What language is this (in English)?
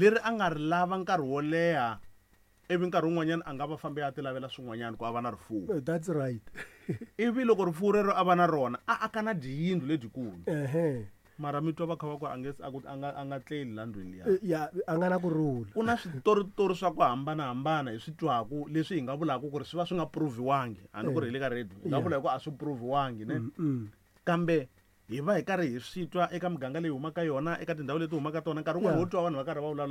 Tsonga